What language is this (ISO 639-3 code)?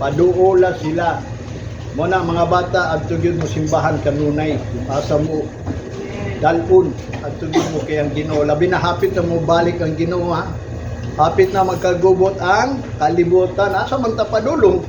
ceb